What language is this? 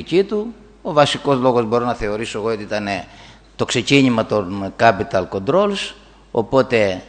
Greek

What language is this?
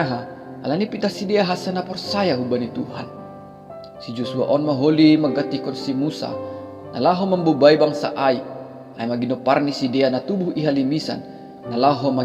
Batak Simalungun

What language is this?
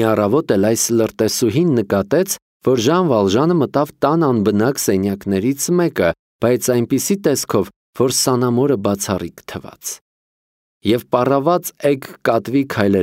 Armenian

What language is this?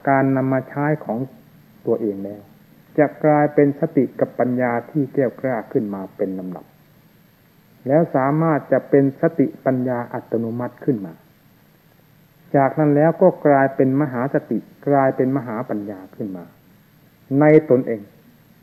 Thai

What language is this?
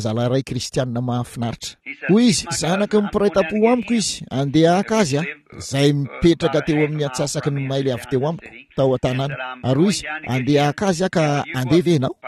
Malagasy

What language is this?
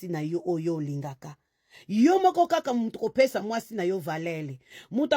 Lingala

